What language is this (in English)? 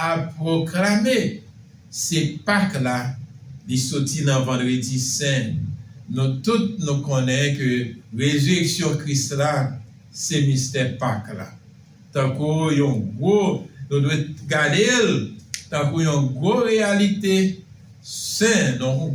Haitian Creole